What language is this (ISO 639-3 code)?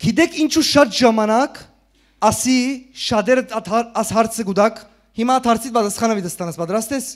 hyw